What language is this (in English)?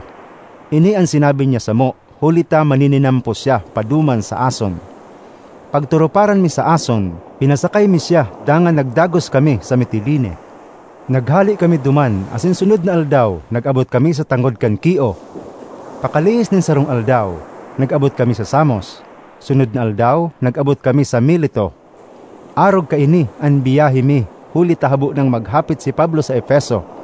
Bikol